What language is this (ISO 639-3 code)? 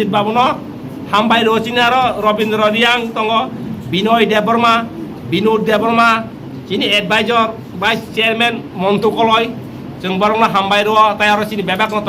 trp